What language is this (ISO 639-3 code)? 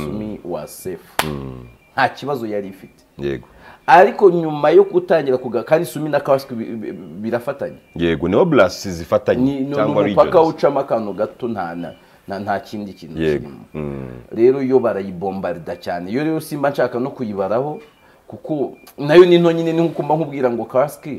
kin